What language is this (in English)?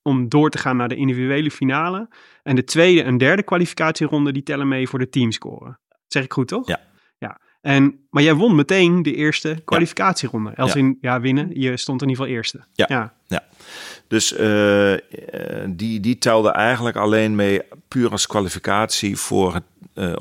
Dutch